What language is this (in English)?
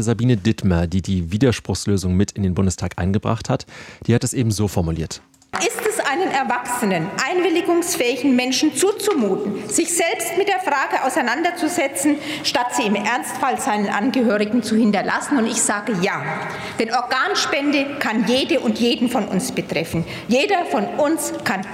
German